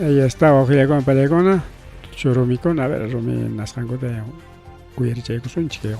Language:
Ayacucho Quechua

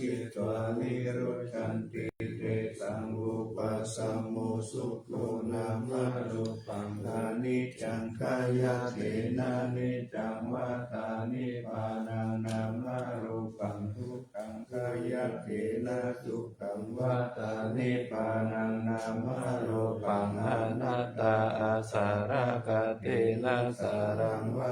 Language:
Pali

